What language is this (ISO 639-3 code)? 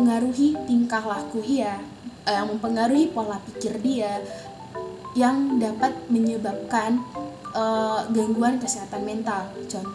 ind